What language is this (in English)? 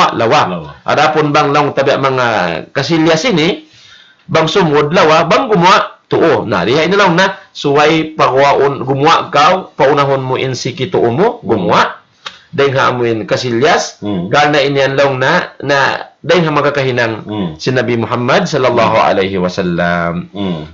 Tausug